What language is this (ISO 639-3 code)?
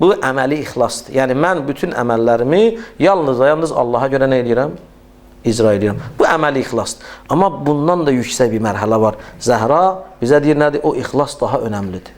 aze